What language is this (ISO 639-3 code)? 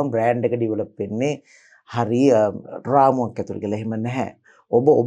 sin